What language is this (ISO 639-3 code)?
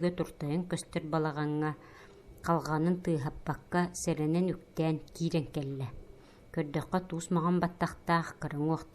sah